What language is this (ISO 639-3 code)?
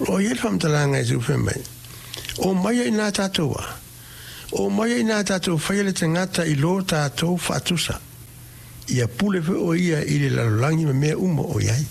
smo